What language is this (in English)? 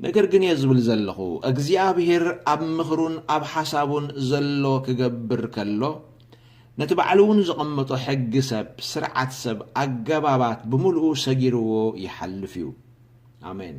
Tigrinya